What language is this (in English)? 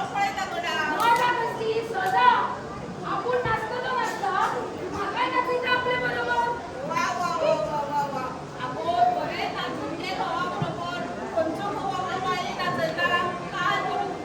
Konkani